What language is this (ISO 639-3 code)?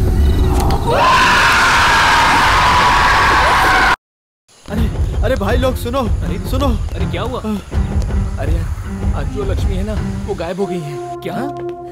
hin